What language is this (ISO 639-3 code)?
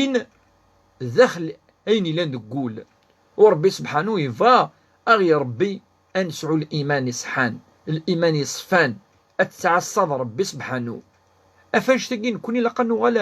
kab